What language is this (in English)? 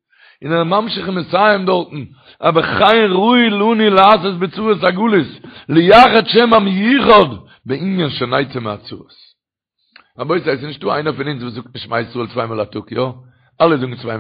Yiddish